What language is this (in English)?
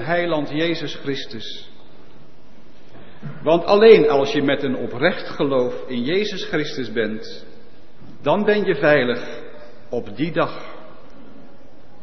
Dutch